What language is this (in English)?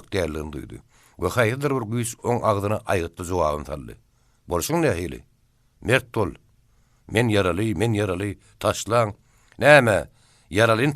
Turkmen